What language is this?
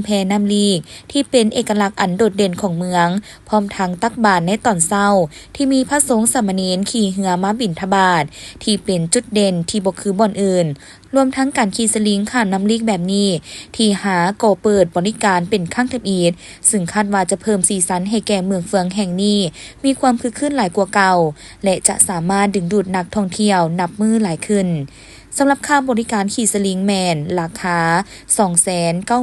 Lao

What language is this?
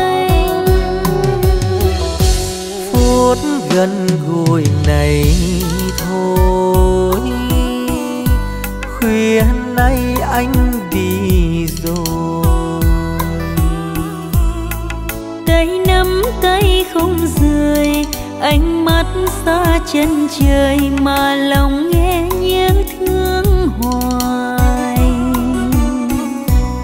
Vietnamese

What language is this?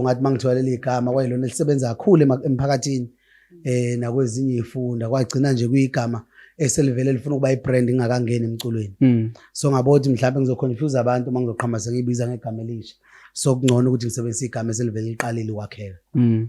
Zulu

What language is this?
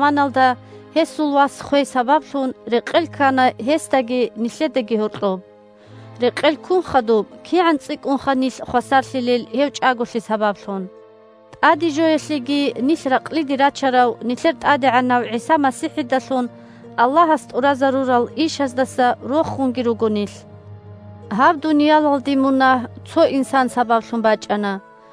Avaric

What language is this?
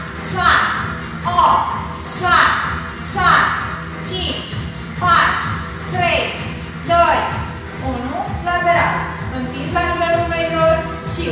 Romanian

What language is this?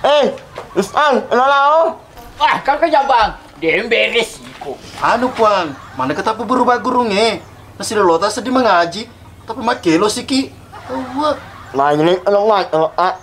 Buginese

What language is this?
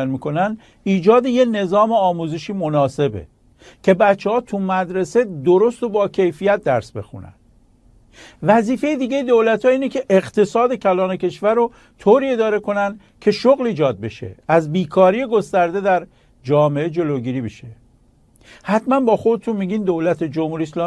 Persian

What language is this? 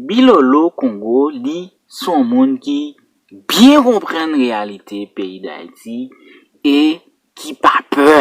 Haitian Creole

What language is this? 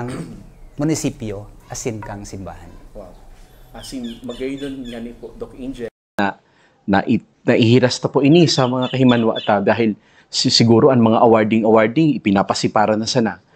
Bikol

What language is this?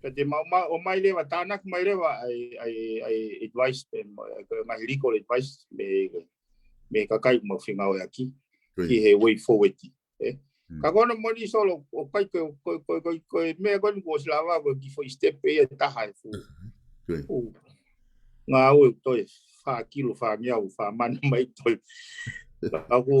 Tongan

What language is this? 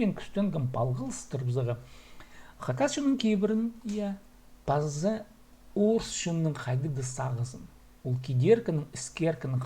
Khakas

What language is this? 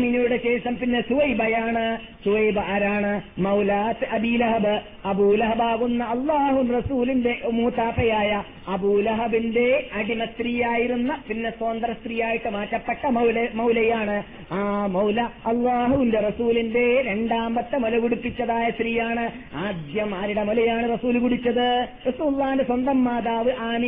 Malayalam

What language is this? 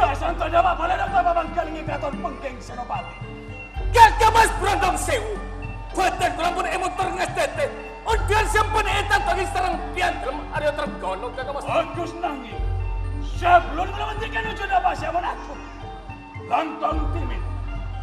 Madurese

